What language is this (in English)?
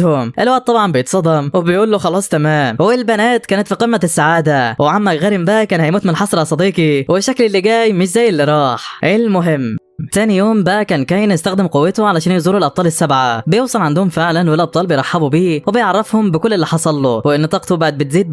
Egyptian Arabic